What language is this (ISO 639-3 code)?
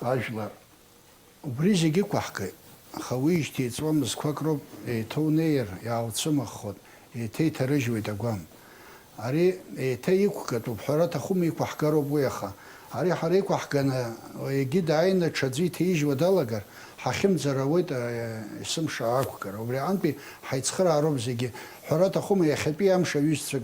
abk